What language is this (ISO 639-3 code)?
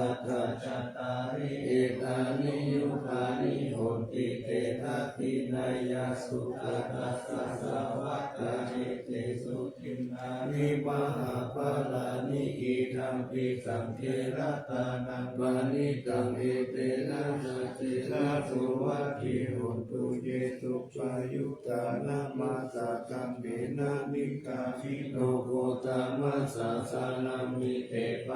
pli